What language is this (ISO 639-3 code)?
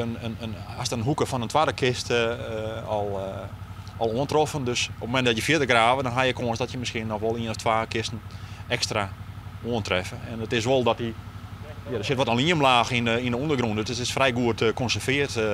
fry